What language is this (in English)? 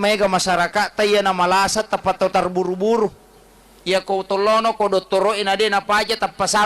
Buginese